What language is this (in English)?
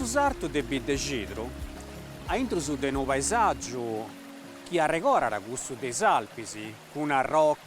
Sardinian